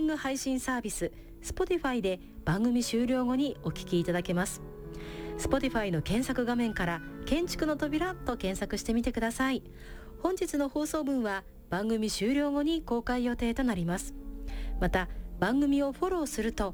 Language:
Japanese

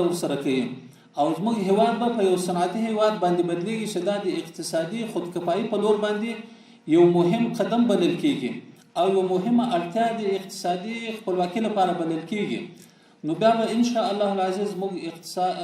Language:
Pashto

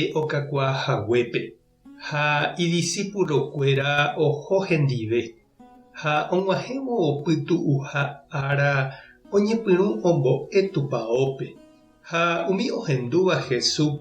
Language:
Guarani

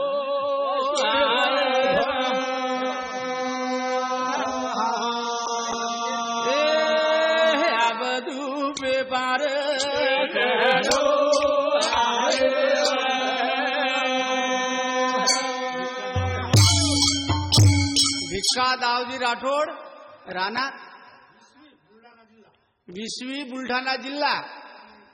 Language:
Lambadi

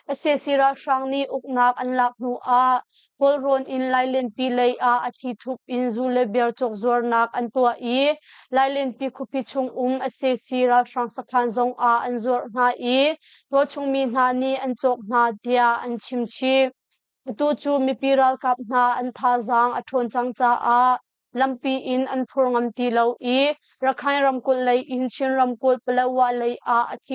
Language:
Hakha Chin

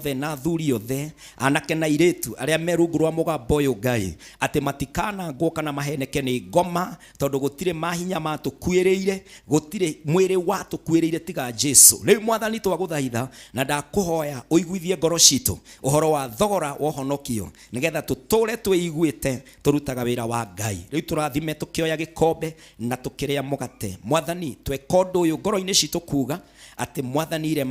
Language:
Kikuyu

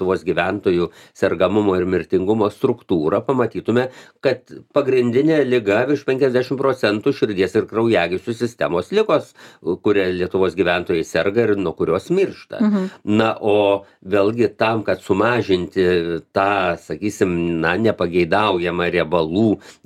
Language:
Lithuanian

